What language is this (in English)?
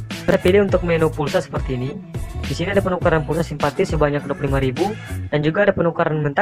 Indonesian